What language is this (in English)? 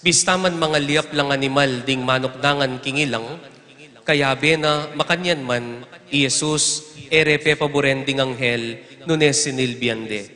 Pampanga